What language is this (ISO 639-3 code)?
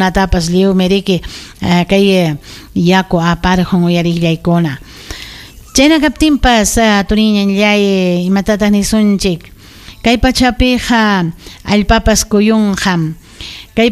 quy